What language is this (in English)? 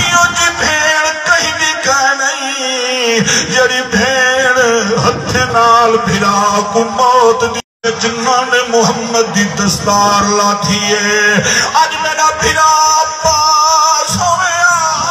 Saraiki